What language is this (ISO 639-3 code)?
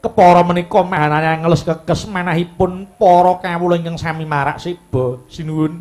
jav